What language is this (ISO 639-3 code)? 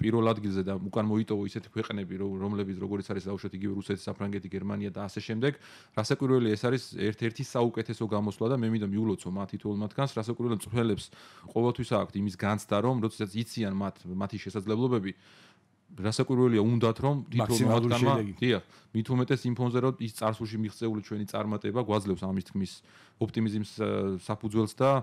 kat